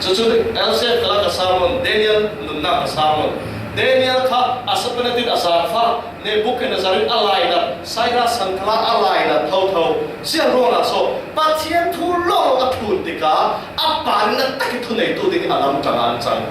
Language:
Falam Chin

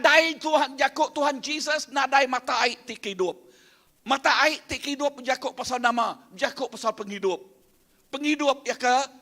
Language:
Iban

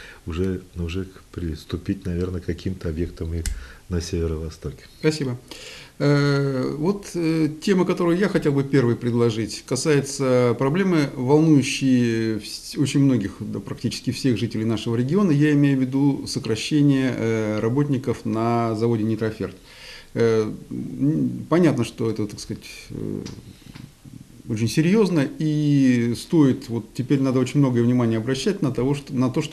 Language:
Russian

